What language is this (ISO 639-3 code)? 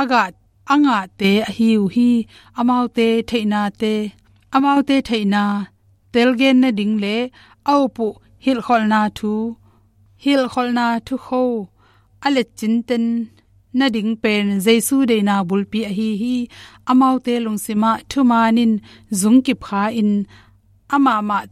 ctd